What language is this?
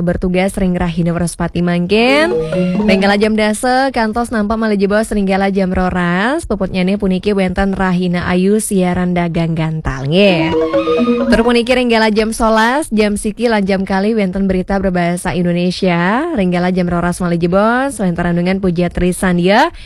Balinese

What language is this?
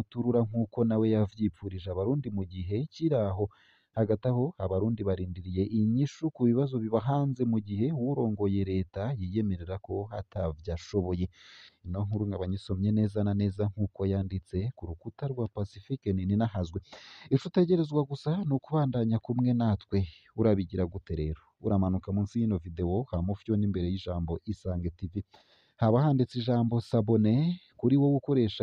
Rundi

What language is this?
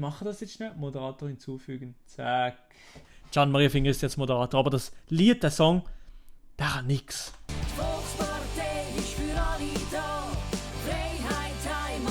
Swiss German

